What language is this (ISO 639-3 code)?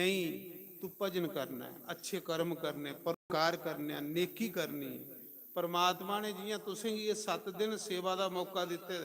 doi